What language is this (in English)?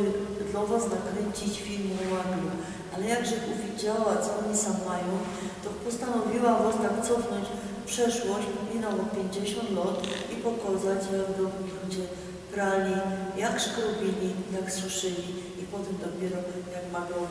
Silesian